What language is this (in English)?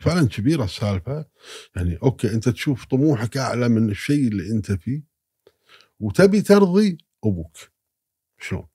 Gulf Arabic